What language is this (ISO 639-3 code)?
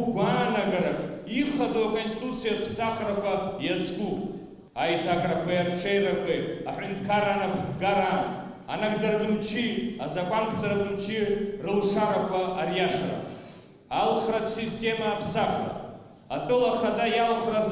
abk